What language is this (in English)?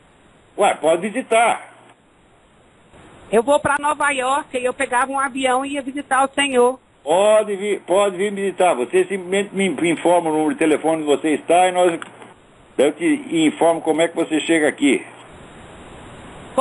Portuguese